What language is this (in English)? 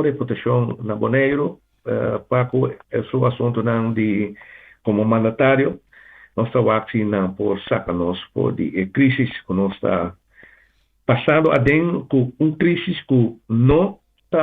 Papiamento